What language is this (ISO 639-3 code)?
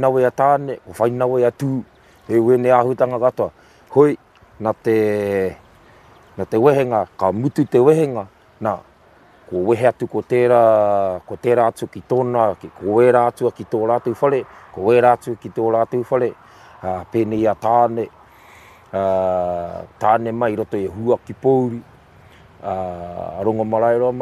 mri